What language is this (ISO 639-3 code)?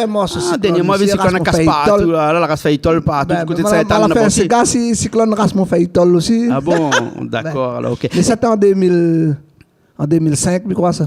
rcf